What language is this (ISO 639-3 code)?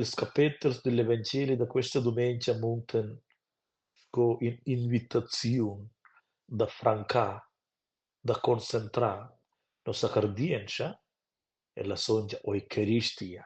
roh